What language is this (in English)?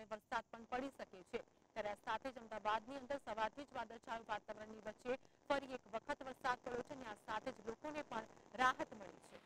Gujarati